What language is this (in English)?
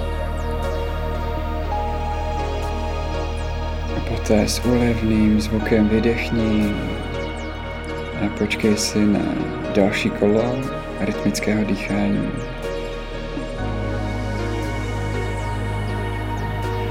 Czech